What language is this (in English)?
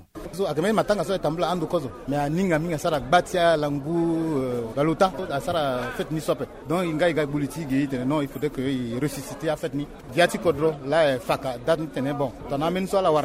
Sango